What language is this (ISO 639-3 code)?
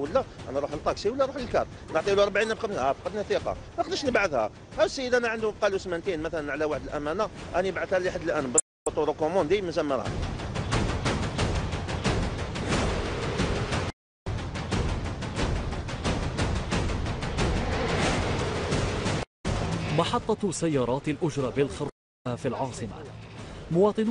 arq